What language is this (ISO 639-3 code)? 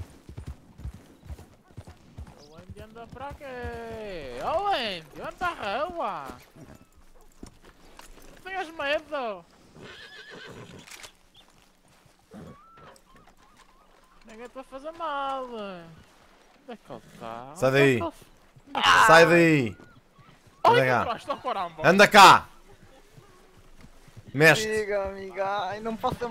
por